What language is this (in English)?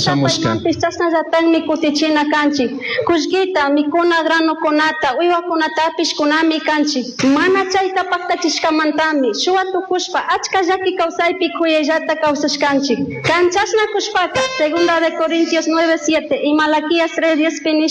Chimborazo Highland Quichua